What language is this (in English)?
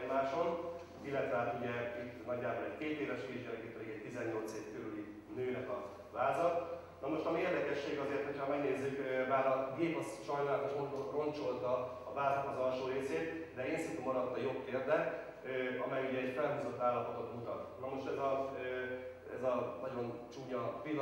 Hungarian